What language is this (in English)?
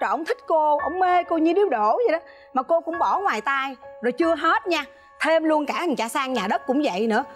Vietnamese